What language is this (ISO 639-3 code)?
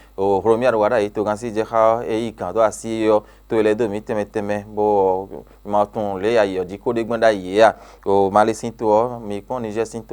fon